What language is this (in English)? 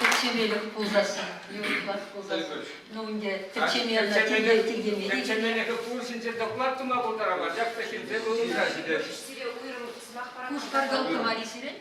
Chuvash